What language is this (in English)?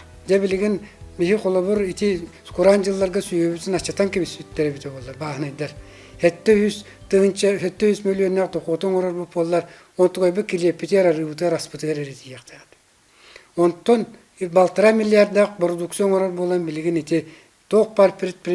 Yakut